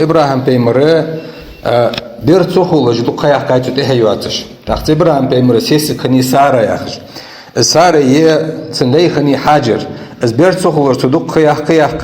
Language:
Ingush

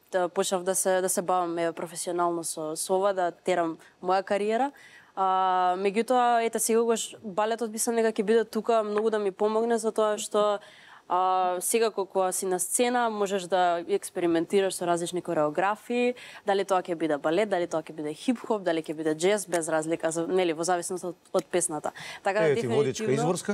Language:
Macedonian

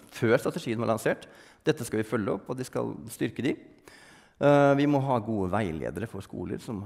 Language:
Norwegian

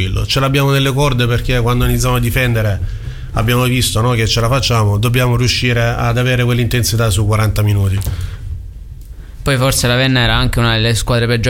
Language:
Italian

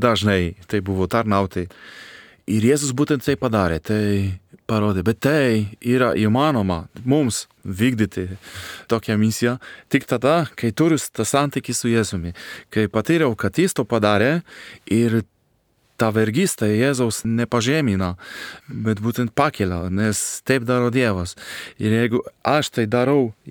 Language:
Lithuanian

